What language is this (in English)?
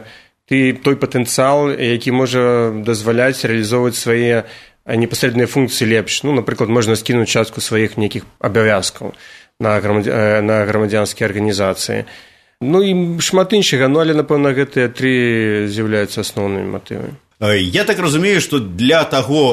Belarusian